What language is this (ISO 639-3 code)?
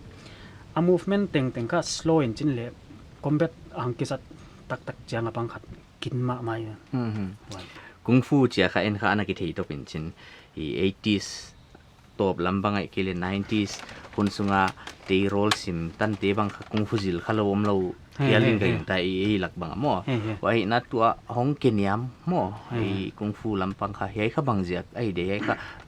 pck